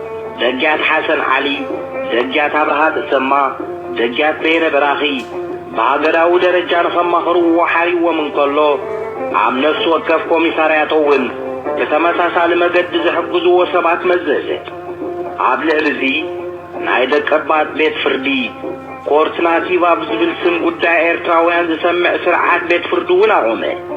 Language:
Tigrinya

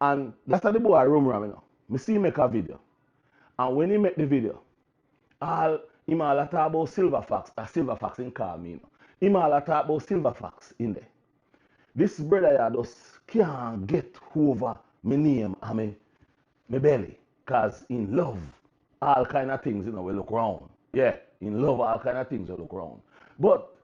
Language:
Jamaican Creole English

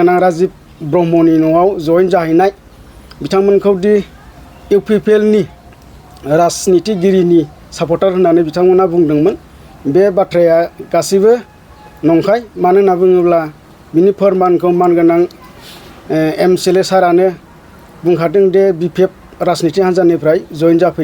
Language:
Bodo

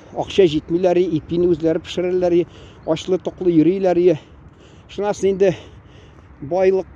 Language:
Tatar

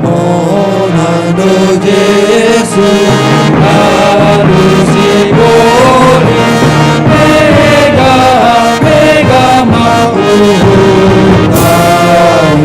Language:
Batak Simalungun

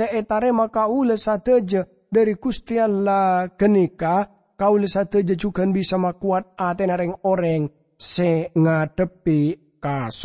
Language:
Madurese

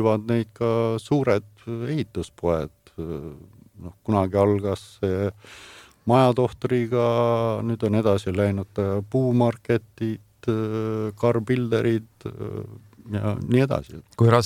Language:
Estonian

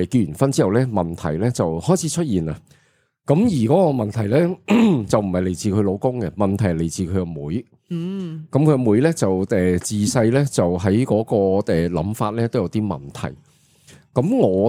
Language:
Cantonese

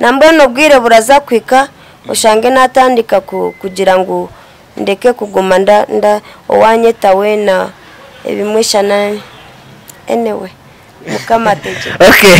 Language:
Nyankole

